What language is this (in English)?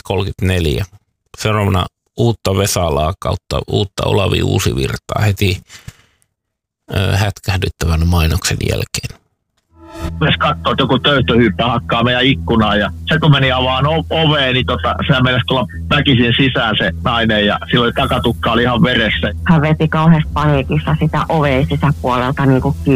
Finnish